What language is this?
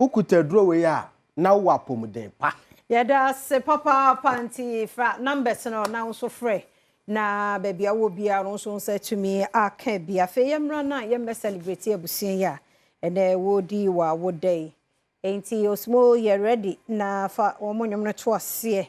Akan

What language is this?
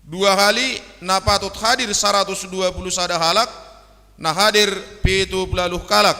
Batak Simalungun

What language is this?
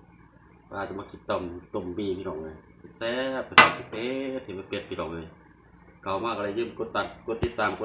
Lao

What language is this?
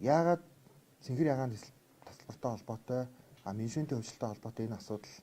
Mongolian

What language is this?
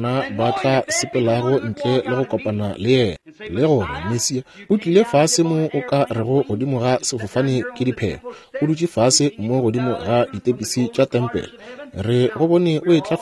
Northern Sotho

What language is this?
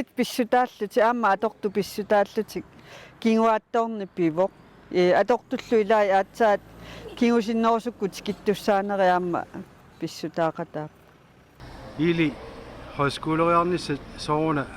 Kalaallisut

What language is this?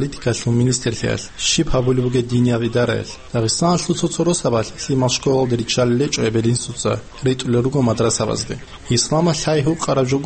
Avaric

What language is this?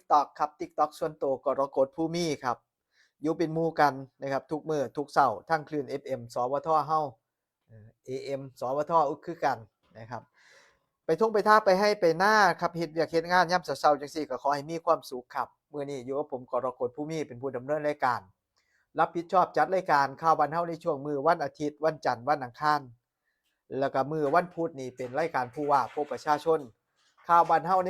Northeastern Thai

